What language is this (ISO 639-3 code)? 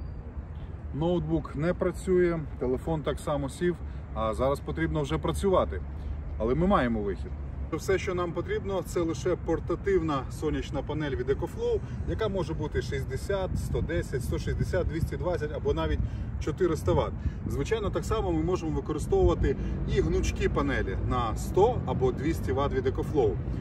ukr